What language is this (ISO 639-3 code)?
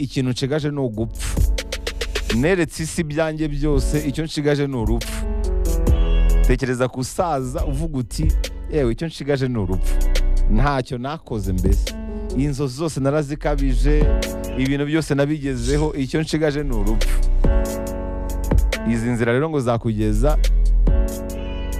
kin